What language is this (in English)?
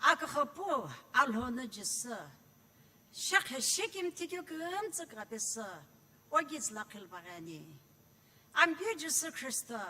Sumi Naga